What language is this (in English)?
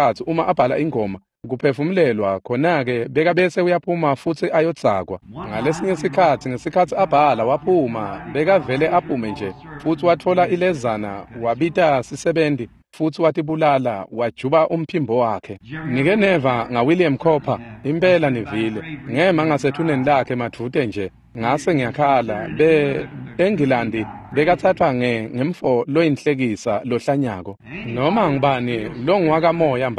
Swati